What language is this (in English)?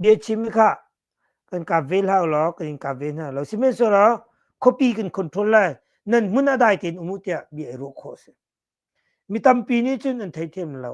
Hakha Chin